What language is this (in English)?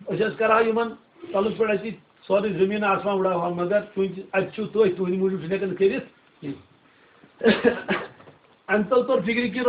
Kashmiri